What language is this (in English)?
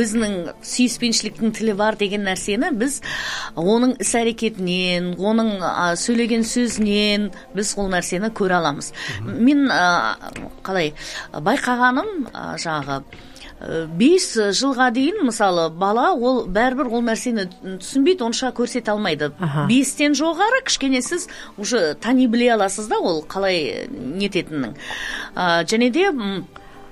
Kazakh